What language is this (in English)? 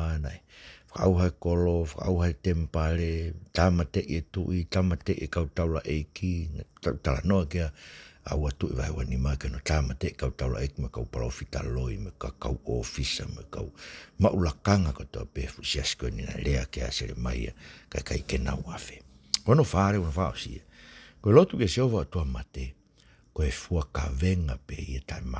Tongan